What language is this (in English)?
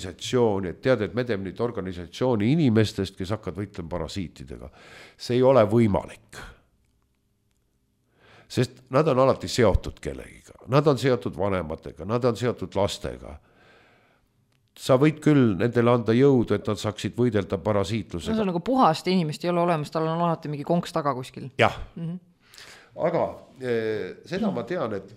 Estonian